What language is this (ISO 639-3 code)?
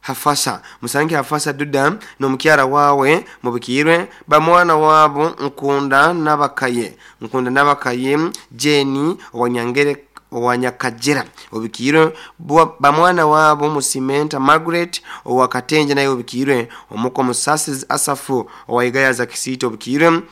nyn